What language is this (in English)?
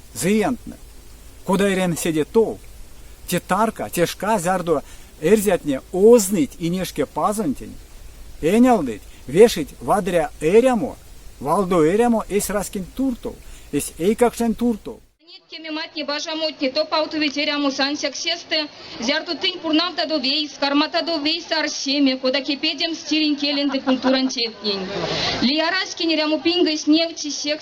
Erzya